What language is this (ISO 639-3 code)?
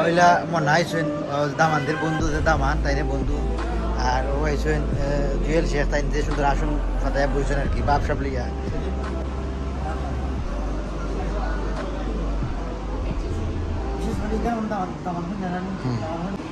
syl